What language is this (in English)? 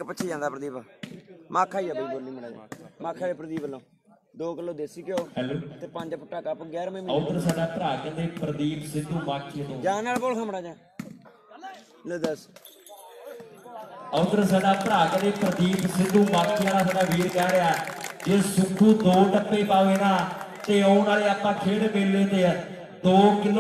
Punjabi